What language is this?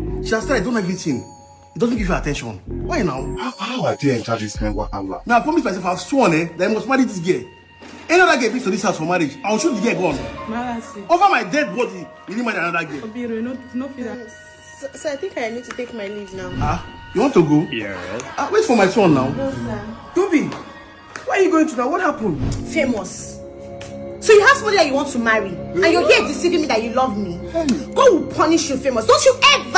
Nigerian Pidgin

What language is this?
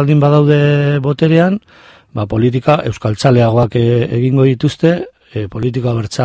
Basque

